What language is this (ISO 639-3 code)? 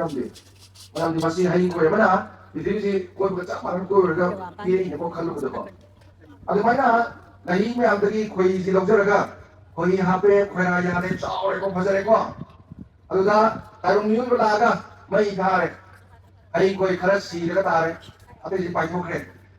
mni